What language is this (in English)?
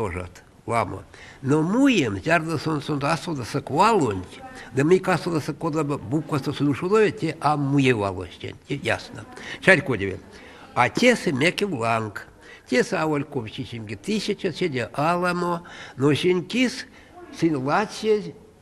Erzya